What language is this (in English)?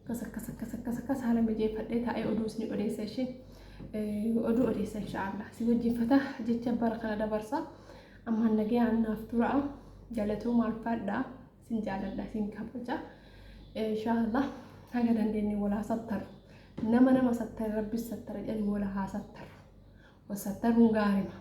Oromo